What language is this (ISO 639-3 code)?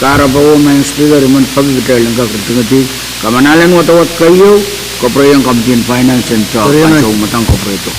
pon